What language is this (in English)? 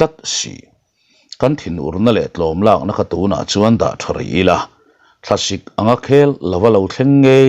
Mizo